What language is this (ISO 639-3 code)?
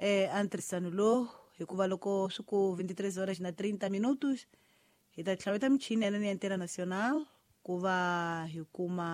tso